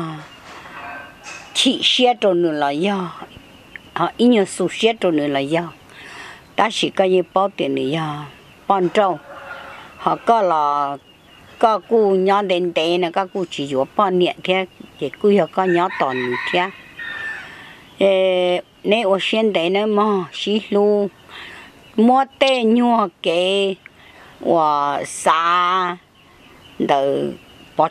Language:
Vietnamese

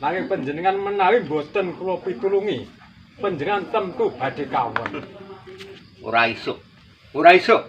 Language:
Javanese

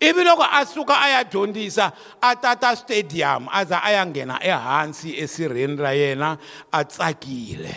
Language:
Tsonga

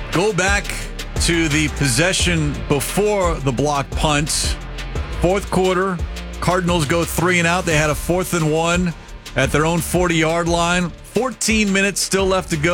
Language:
English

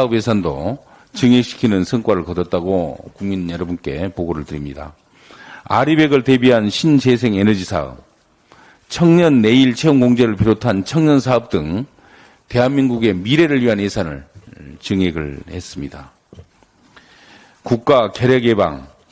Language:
Korean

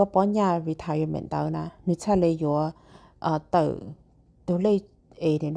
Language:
Hmong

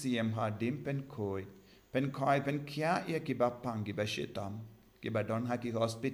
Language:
Khasi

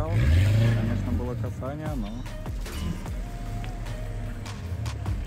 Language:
Russian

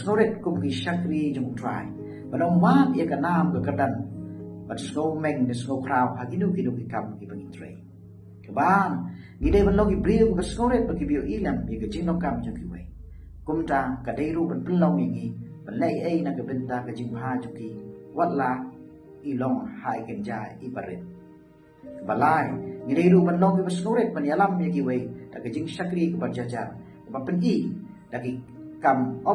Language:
Khasi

